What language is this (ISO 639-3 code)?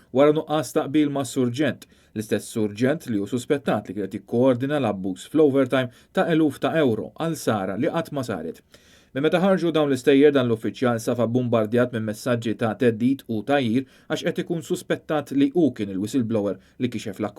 mlt